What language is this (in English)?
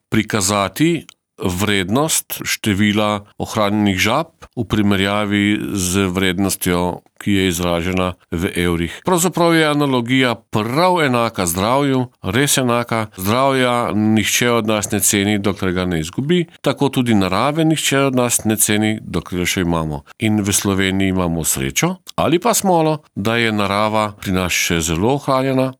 Slovenian